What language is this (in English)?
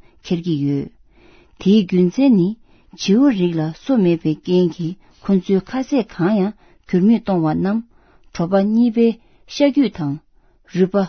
Tibetan